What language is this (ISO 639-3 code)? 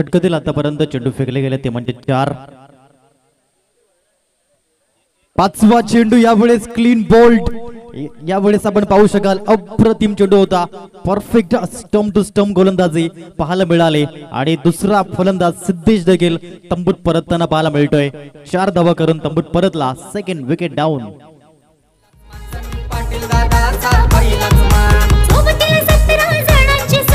mar